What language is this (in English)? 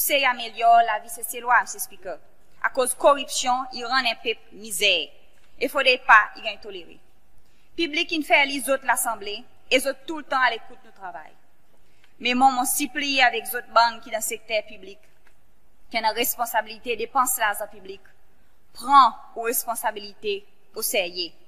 Seselwa Creole French